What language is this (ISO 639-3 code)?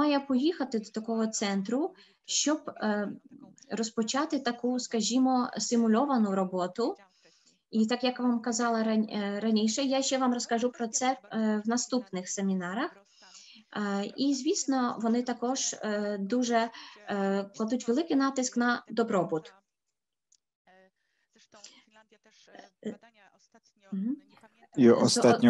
ukr